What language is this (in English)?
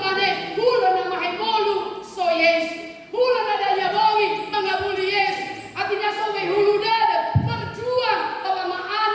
Nias